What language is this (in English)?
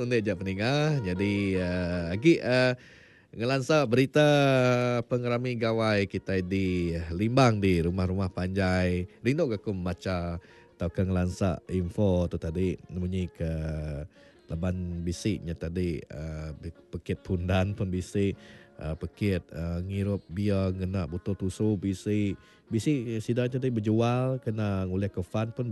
Iban